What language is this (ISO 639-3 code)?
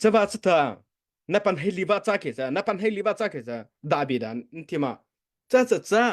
mrh